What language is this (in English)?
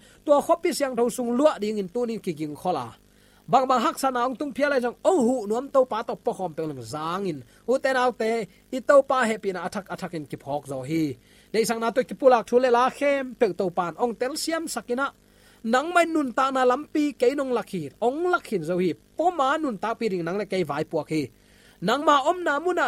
Tedim Chin